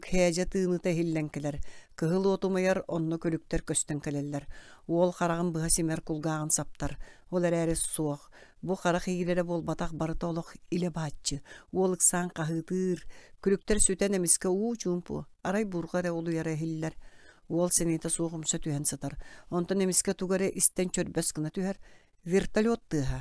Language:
Yakut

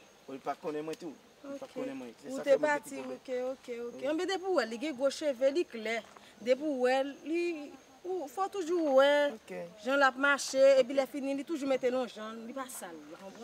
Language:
Haitian Creole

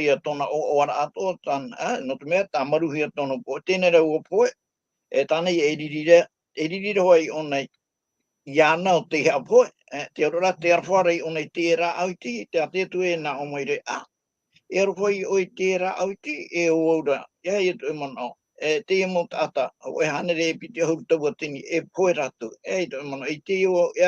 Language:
Tahitian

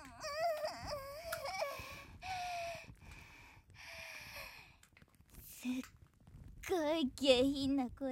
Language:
Japanese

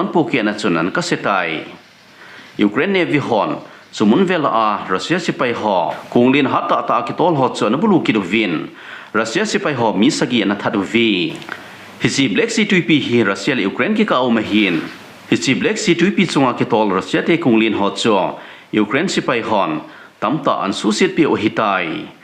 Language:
Thado Chin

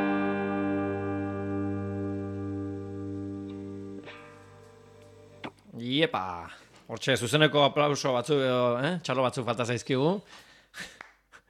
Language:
Basque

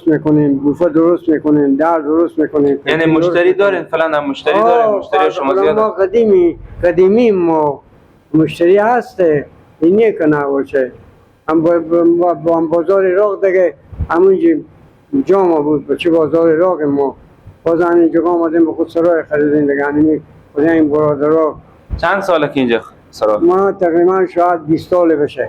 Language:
Persian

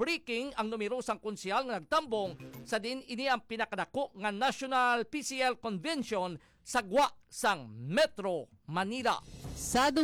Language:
Hiligaynon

